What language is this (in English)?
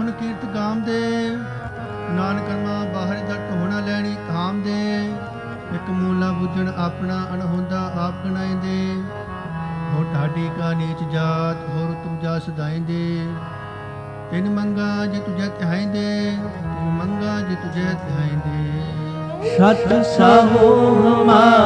Punjabi